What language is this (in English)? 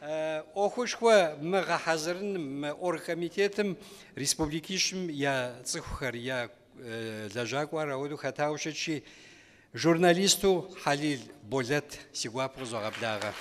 Kabardian